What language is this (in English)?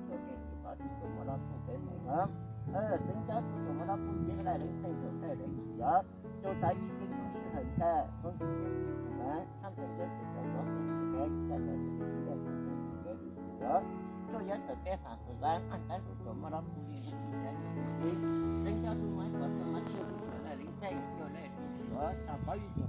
Hmong